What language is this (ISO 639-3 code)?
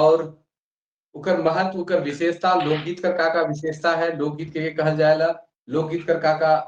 sck